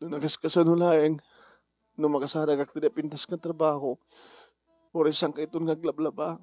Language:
Iloko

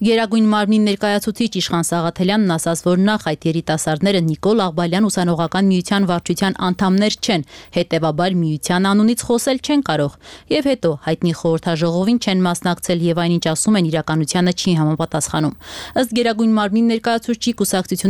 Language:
Armenian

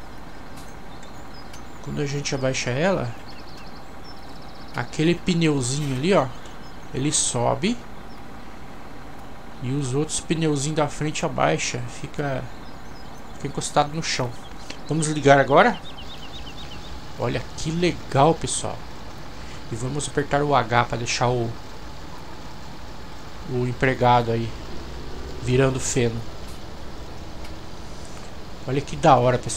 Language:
Portuguese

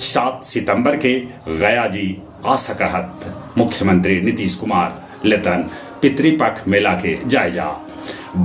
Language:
Magahi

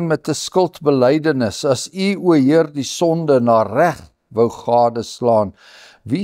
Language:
Afrikaans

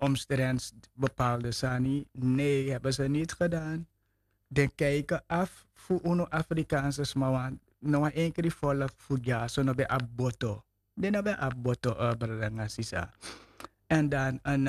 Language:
Sranan Tongo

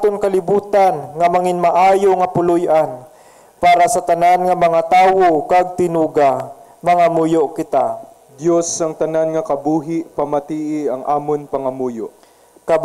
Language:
Hiligaynon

